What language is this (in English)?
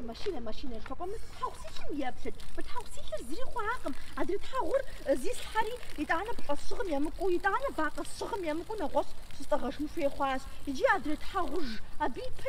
Kabardian